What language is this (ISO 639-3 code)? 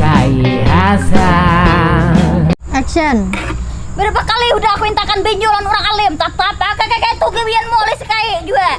bjn